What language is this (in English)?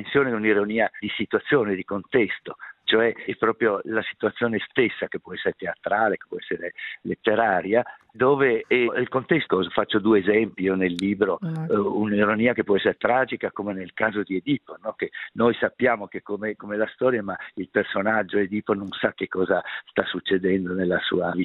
Italian